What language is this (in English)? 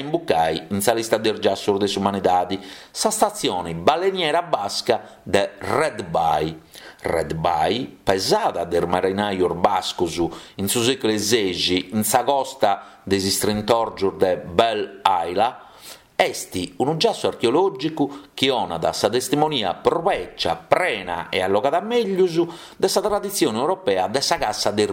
Sardinian